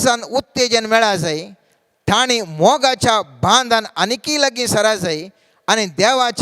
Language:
Konkani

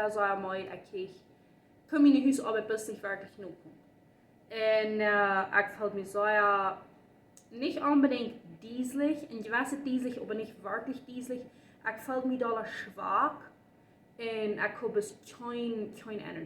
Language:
Plautdietsch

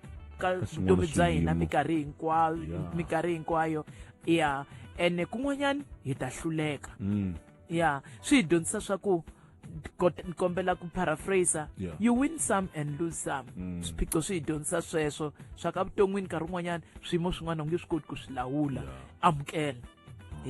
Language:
Tsonga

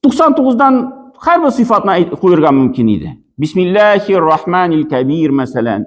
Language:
Tatar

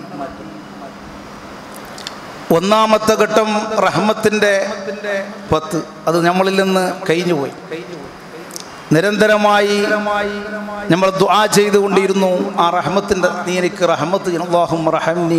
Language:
Malayalam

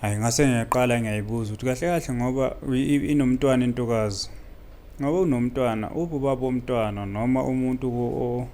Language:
Zulu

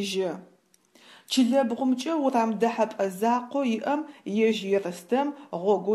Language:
Adyghe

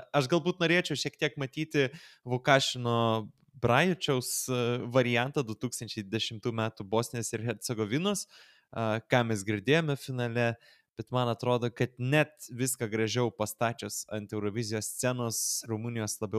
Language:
Lithuanian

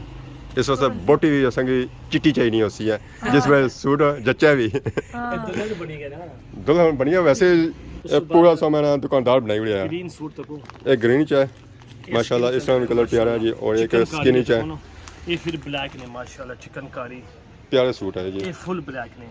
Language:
Pahari-Potwari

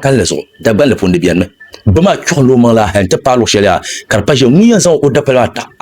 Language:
Dagbani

